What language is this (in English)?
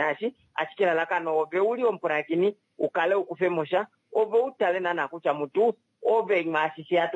Kuanyama